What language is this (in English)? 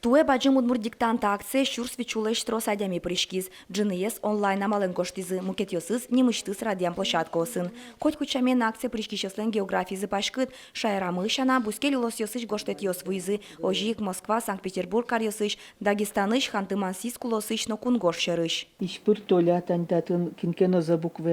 Udmurt